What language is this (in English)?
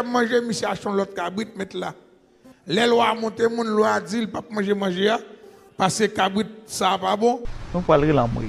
Haitian Creole